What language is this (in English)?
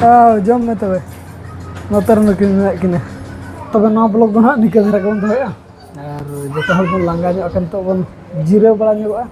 Santali